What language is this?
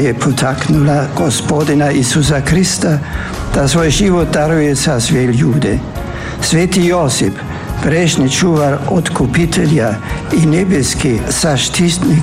Croatian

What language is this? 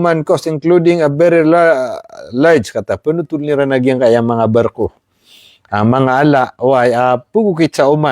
Maranao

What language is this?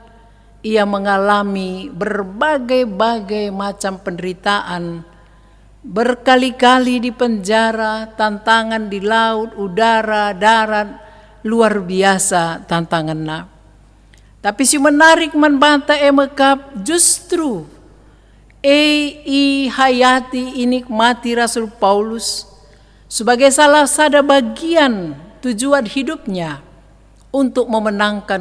Batak Karo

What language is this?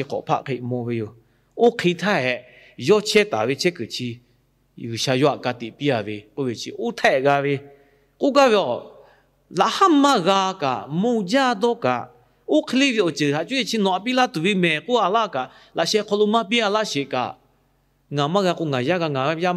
Lahu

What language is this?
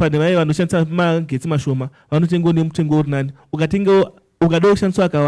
Shona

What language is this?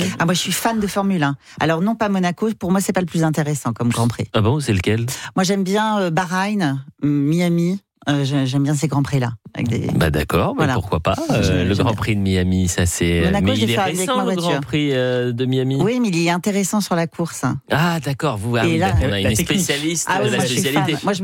French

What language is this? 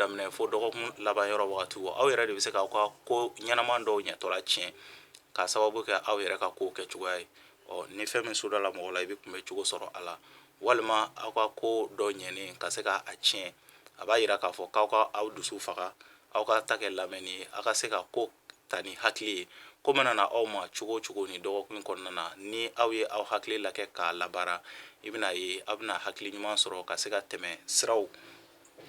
Bambara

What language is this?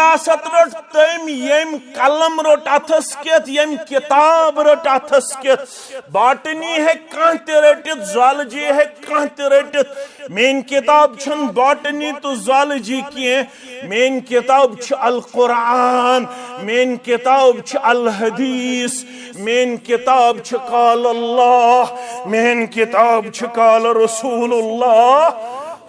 Kashmiri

